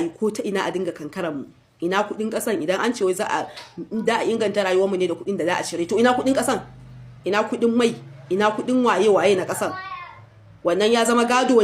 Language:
Hausa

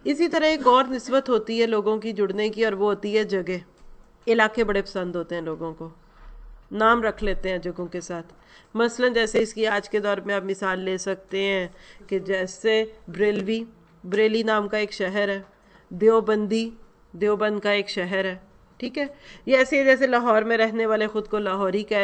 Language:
Urdu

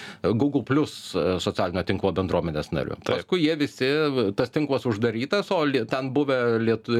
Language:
Lithuanian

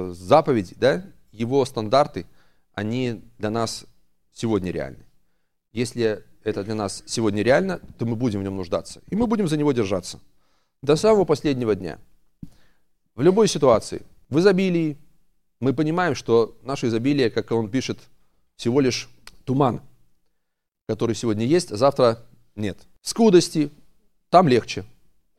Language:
Russian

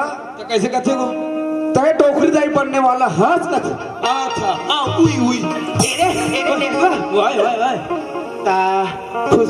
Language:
Chhattisgarhi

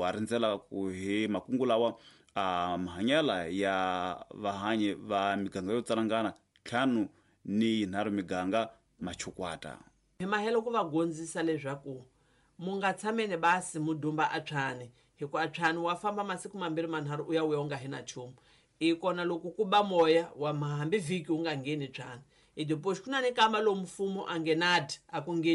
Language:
Tsonga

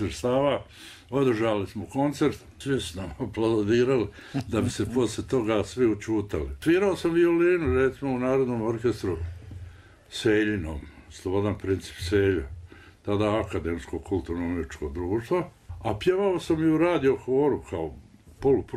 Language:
Bosnian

